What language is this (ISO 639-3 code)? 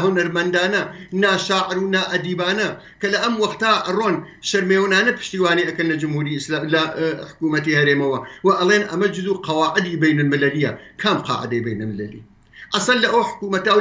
ckb